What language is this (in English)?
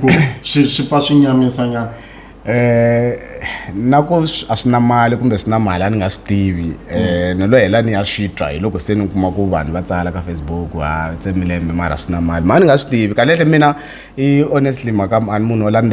Tsonga